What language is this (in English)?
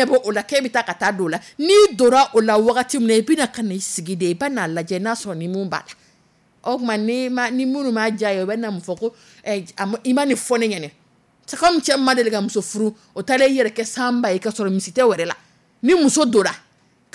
Dyula